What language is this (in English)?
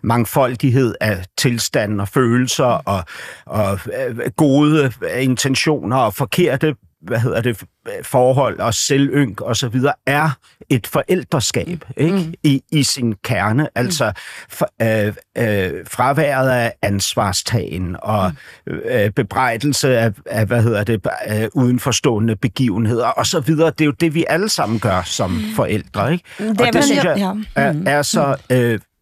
Danish